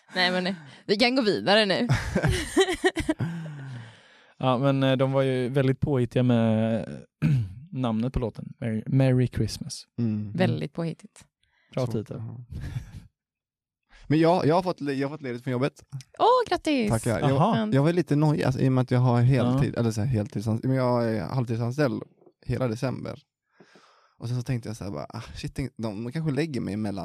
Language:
Swedish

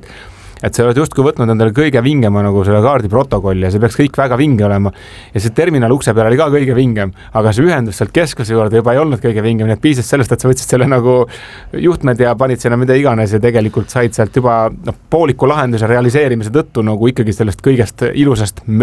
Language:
Estonian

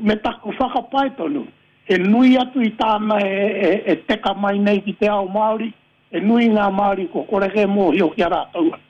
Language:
Māori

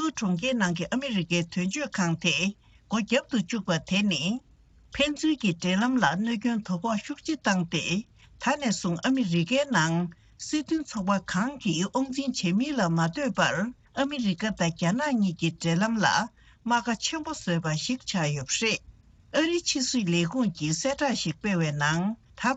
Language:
Tibetan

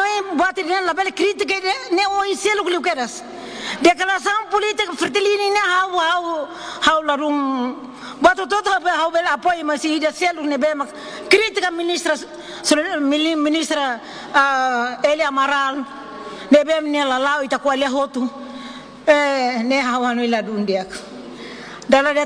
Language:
Tetum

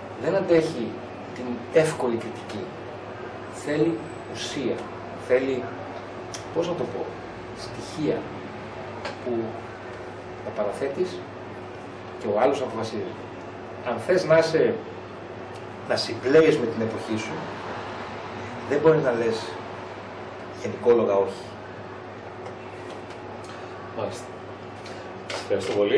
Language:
Greek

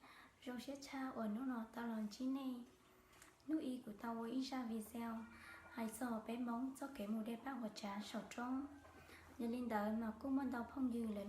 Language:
Hmong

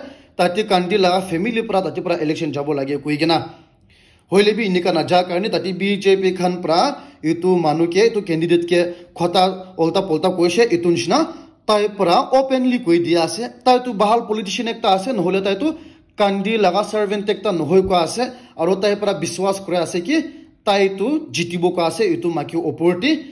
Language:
Naga Pidgin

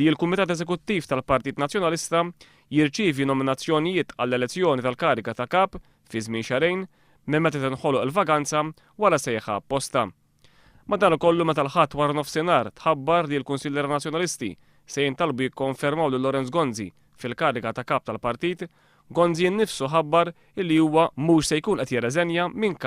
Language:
Maltese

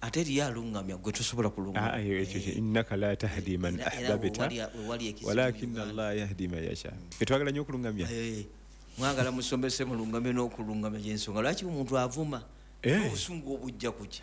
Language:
Ganda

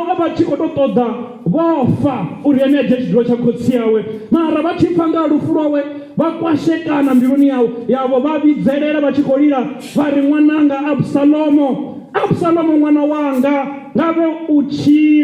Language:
Venda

